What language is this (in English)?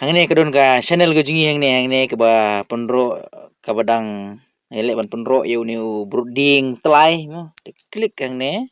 Khasi